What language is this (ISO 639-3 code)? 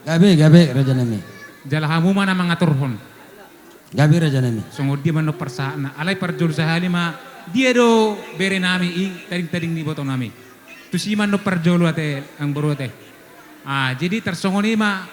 bts